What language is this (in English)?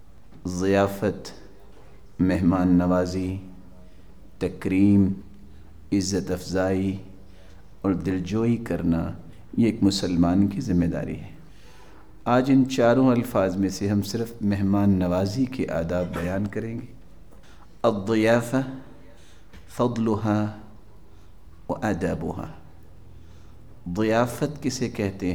Urdu